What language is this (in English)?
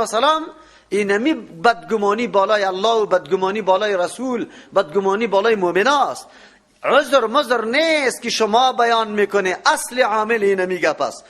Persian